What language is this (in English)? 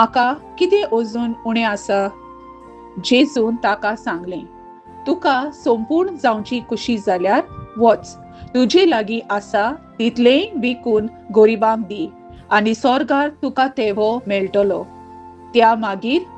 Konkani